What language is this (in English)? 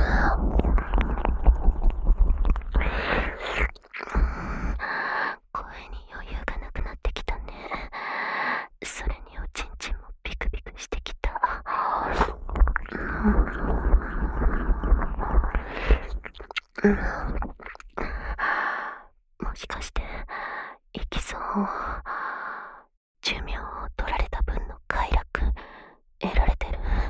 Japanese